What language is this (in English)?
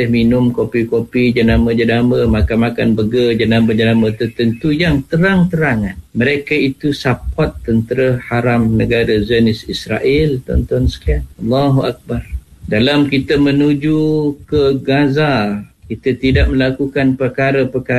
Malay